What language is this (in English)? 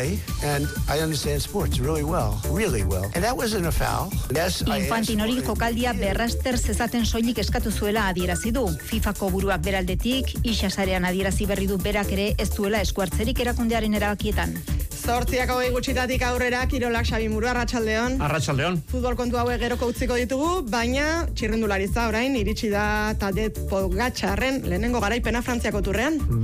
Basque